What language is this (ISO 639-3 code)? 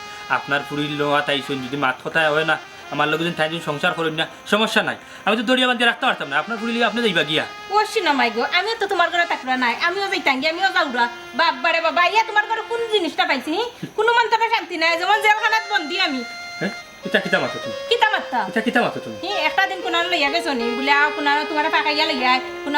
syl